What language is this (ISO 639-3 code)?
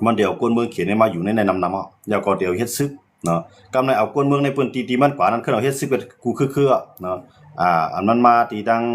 shn